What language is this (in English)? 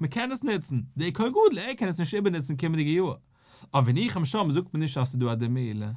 Yiddish